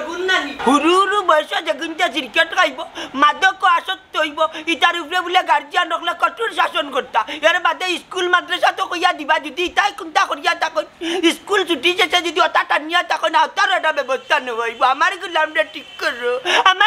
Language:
Sylheti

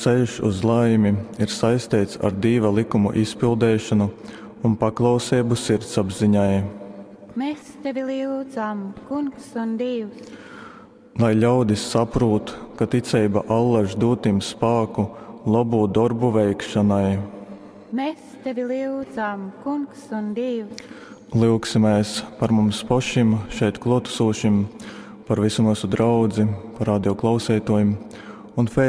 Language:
Latgalian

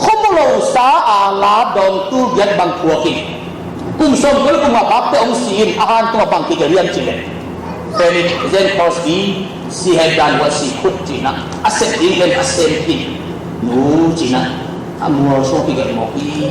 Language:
Tedim Chin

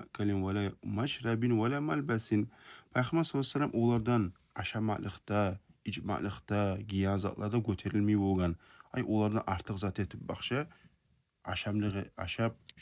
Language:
Kumyk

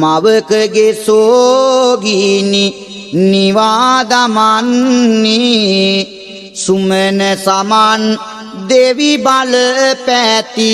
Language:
Sinhala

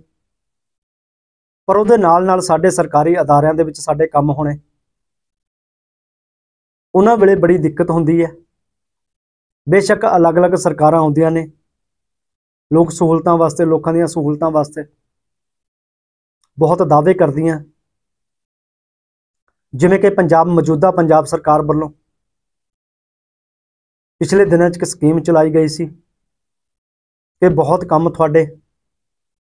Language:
Punjabi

